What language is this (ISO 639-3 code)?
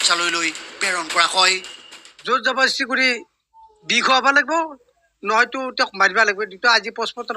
asm